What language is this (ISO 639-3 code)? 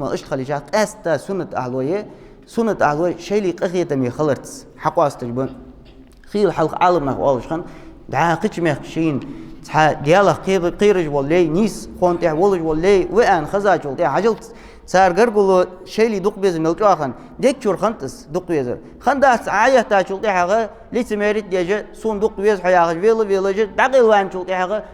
inh